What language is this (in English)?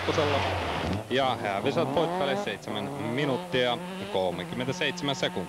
Finnish